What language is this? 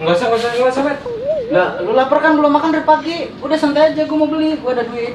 Betawi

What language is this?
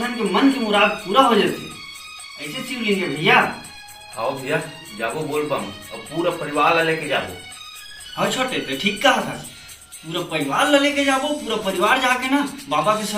Chhattisgarhi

